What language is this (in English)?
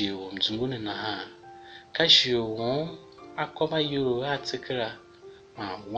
Tiv